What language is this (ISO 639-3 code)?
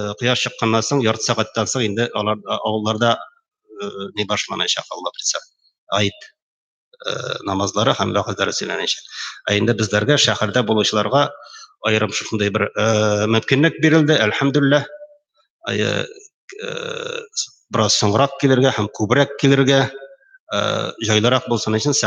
tat